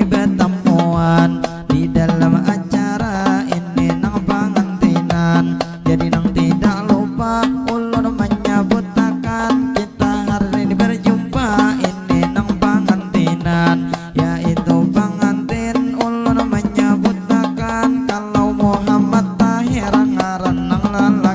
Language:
Banjar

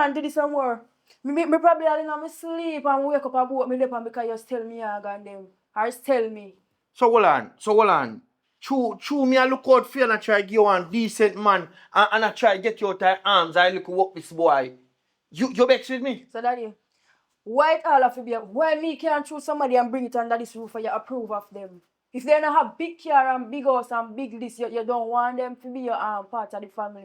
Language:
Jamaican Creole English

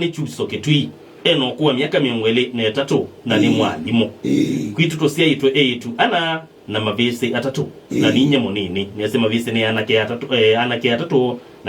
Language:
Kamba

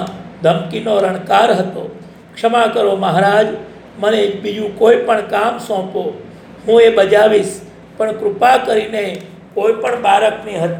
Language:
Gujarati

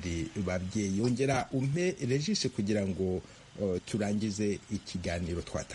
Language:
Kinyarwanda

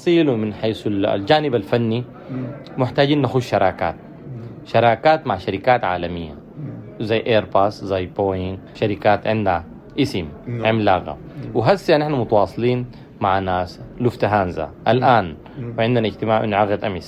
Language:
Sudanese Arabic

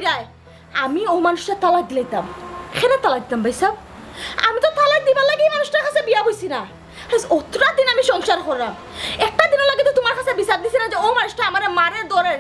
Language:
Sylheti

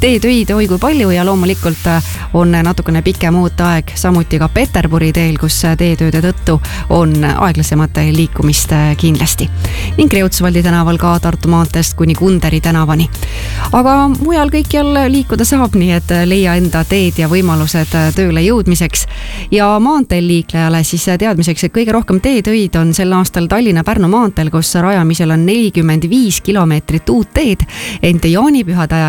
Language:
Estonian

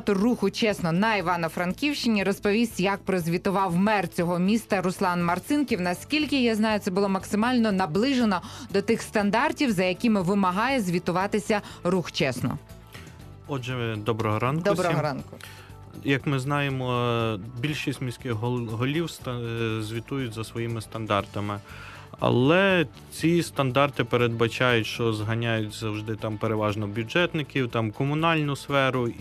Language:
Ukrainian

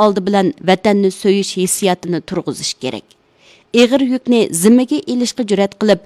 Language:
Uyghur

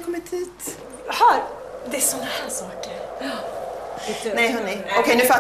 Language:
Swedish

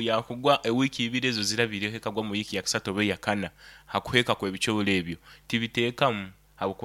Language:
Nyoro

